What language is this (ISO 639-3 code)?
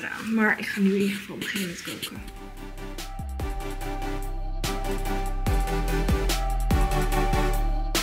nld